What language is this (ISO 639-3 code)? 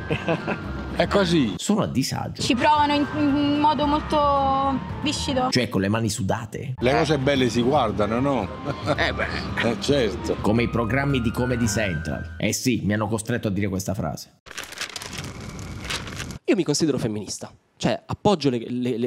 ita